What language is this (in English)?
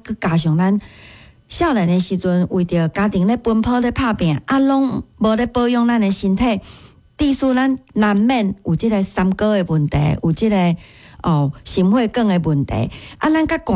Min Nan Chinese